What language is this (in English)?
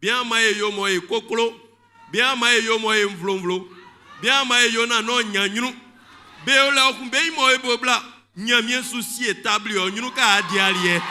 Baoulé